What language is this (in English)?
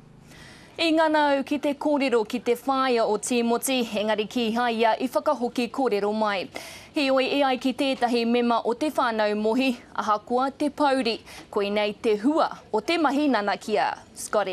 Māori